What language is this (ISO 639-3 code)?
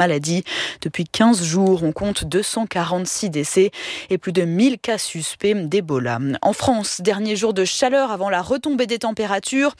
fra